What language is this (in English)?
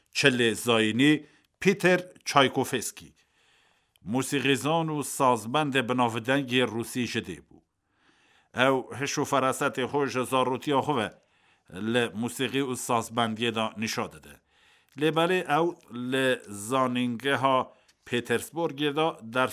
Kurdish